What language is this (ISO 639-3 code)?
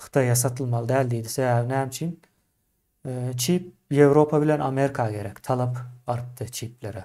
tuk